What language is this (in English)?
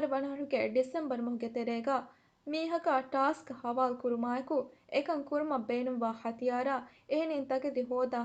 Divehi